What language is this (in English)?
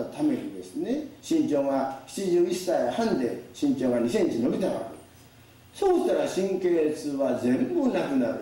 Japanese